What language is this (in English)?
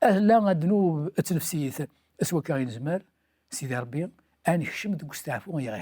Kabyle